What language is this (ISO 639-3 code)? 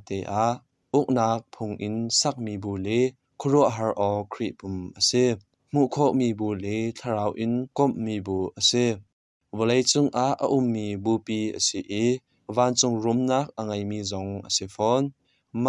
cnh